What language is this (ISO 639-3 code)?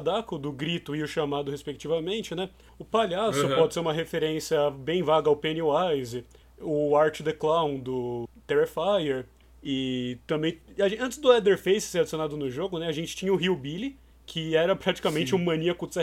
por